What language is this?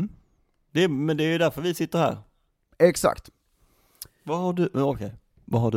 Swedish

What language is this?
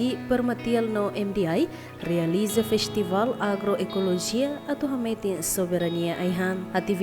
Tetum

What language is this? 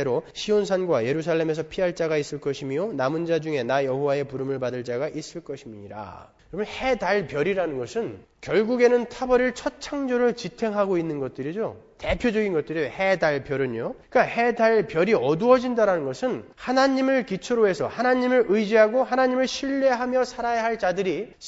Korean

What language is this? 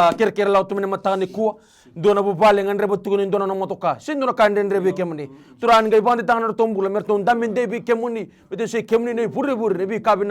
Fijian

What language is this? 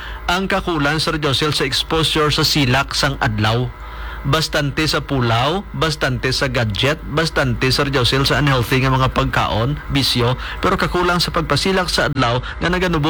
Hiligaynon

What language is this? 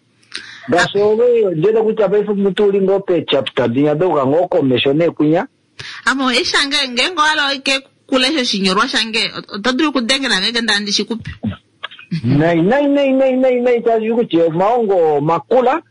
Kuanyama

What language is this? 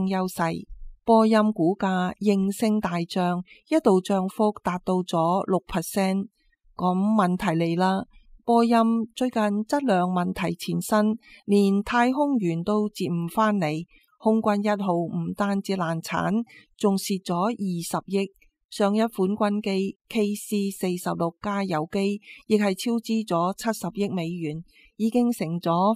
Cantonese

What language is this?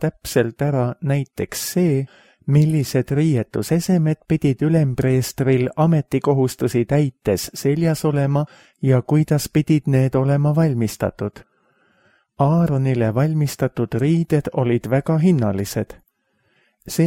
Estonian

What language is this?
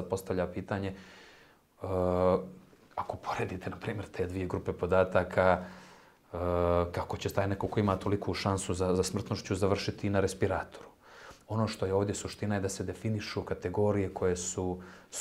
Bosnian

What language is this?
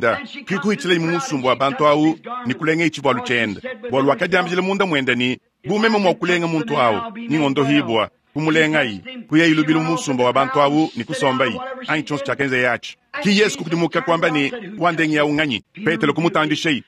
Luba-Lulua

